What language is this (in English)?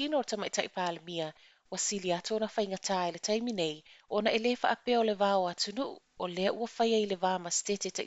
Samoan